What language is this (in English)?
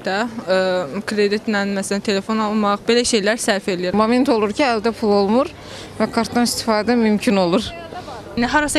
Azerbaijani